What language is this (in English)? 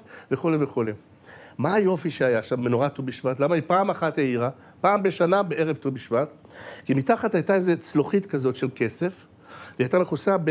Hebrew